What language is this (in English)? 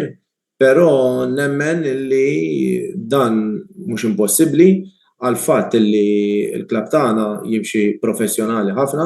Maltese